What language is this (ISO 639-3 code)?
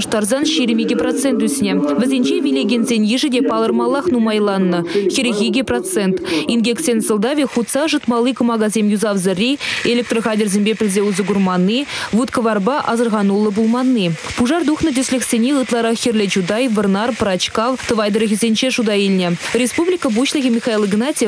chv